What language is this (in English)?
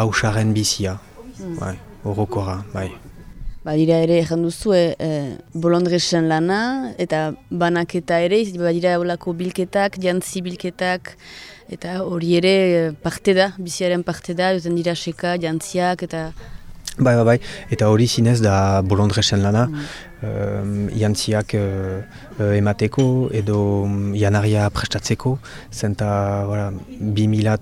Basque